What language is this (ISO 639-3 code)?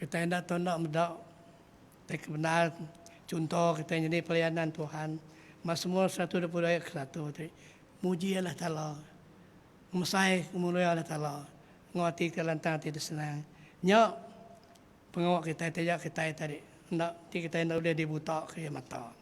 iba